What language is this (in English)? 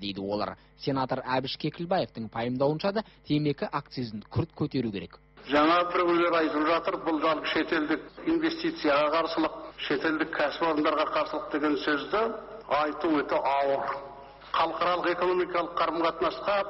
Kazakh